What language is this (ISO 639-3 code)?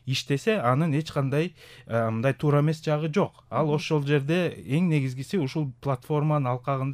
kir